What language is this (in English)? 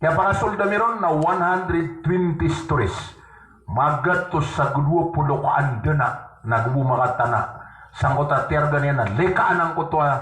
Maranao